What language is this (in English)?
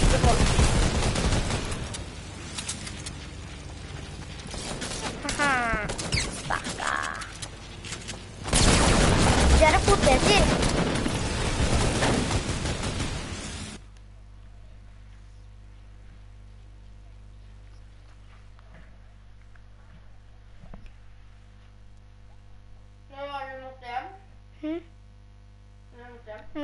Norwegian